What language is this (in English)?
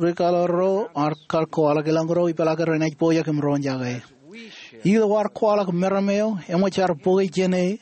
Marshallese